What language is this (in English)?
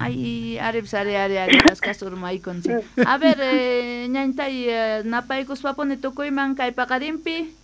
South Bolivian Quechua